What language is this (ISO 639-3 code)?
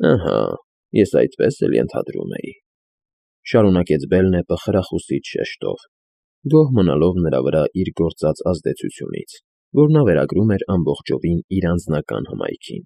hye